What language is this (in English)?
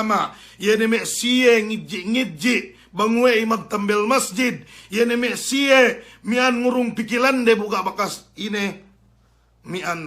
Yakan